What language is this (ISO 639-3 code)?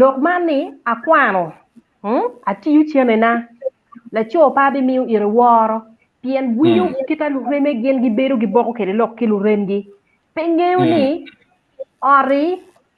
ach